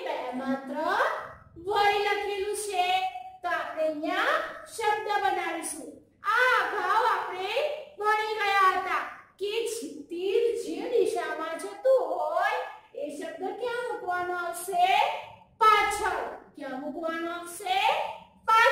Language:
Gujarati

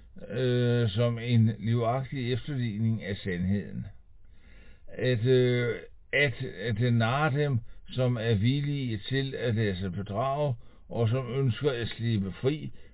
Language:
Danish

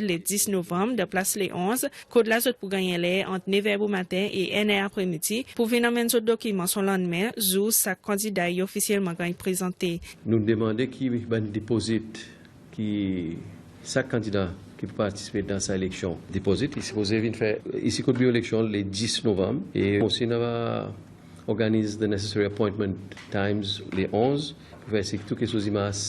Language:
Seselwa Creole French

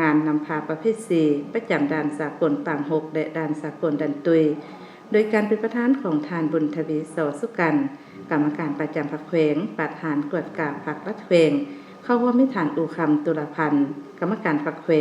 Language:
Lao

